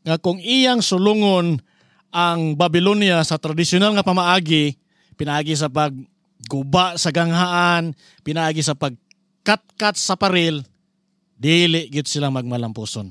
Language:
Cebuano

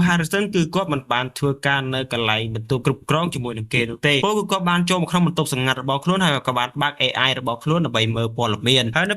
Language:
Khmer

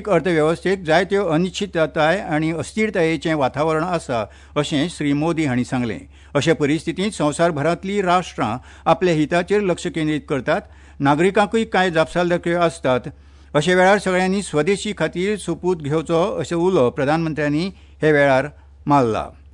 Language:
Konkani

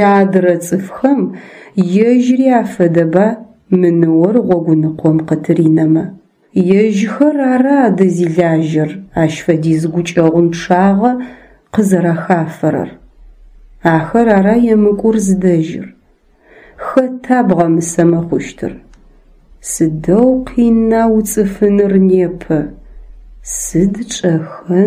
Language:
Adyghe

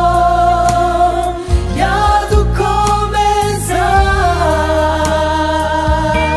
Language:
Kinyarwanda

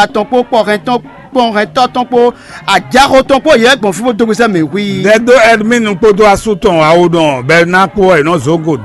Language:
Fon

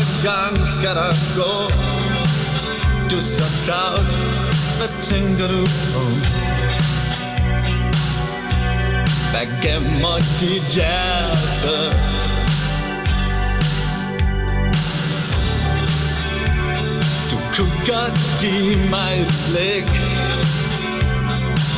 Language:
Danish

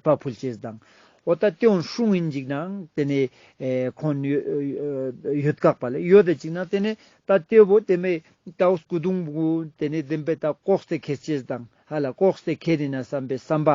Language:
Ladakhi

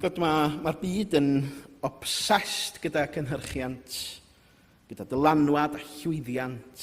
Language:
Welsh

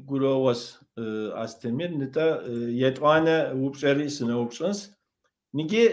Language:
Kabardian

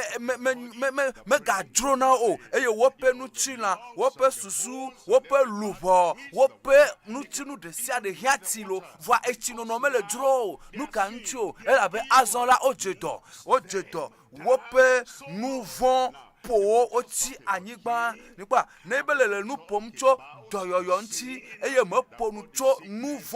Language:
Ewe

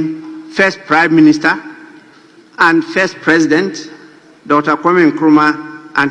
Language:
Akan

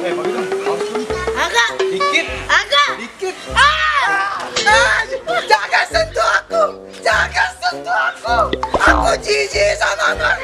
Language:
Betawi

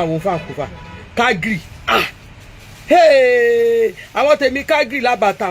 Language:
Yoruba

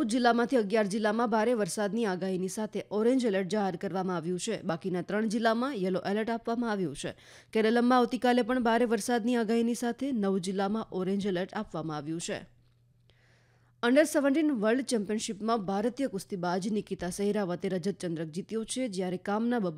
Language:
Gujarati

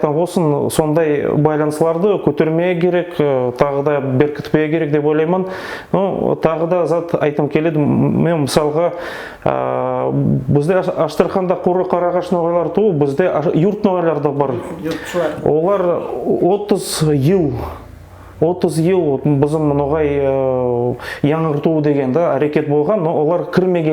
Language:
Nogai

